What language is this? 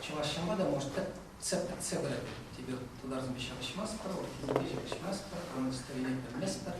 Chuvash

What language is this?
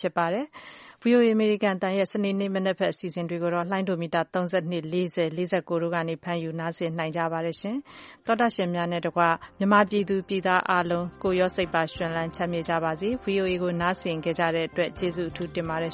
Burmese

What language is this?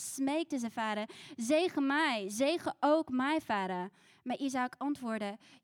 Dutch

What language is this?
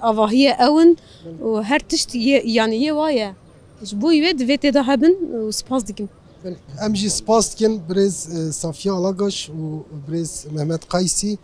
Kurdish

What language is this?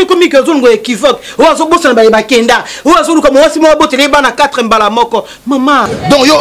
Lingala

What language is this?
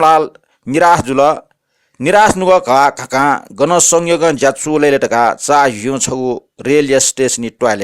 Newari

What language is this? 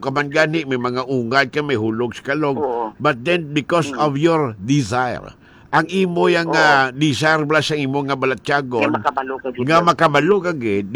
Hiligaynon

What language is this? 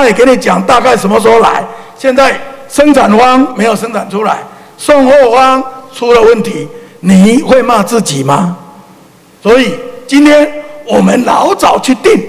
Chinese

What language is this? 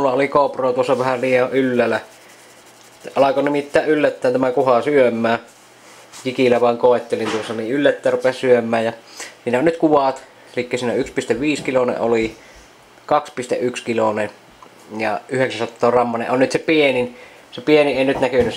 Finnish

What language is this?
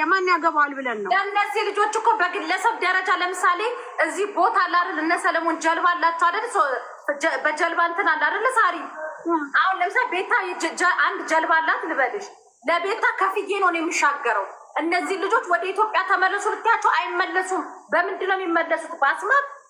Amharic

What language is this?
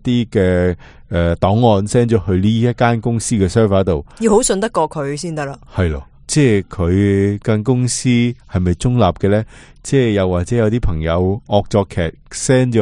Cantonese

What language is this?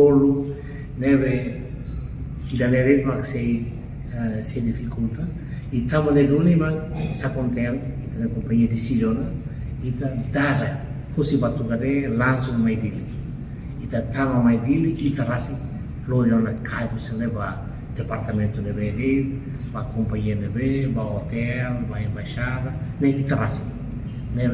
Tetum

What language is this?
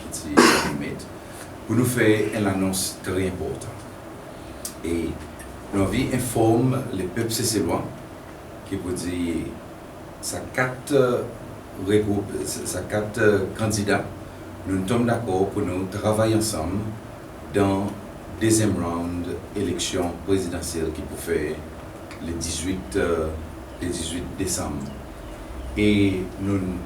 Seselwa Creole French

